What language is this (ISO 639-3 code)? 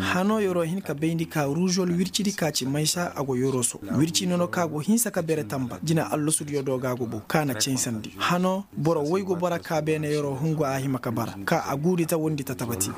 ses